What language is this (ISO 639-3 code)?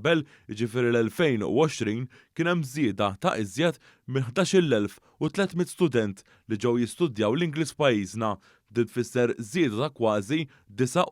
mlt